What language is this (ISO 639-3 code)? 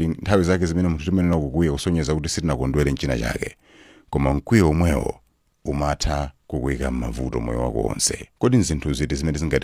nya